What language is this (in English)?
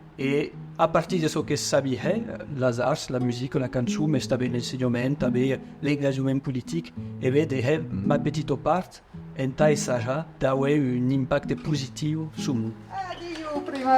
Occitan